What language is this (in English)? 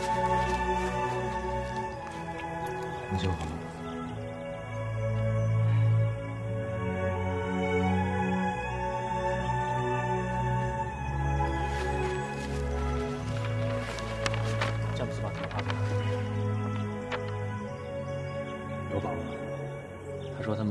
Chinese